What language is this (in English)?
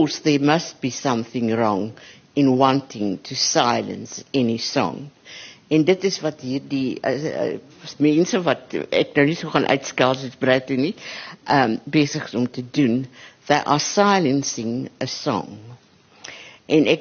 Afrikaans